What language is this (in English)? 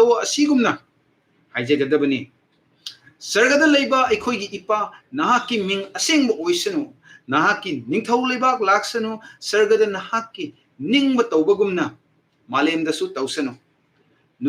Manipuri